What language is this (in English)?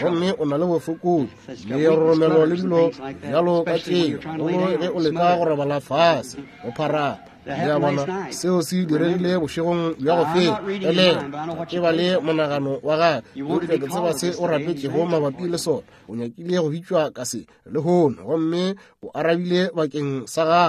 Northern Sotho